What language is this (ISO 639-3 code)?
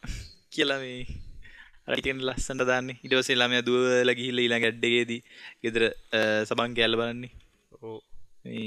sin